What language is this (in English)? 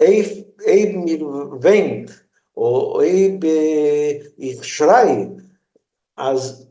Yiddish